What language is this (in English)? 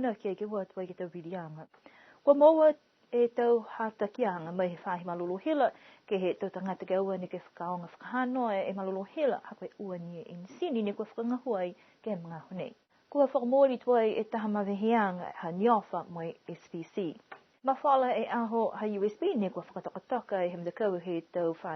Niuean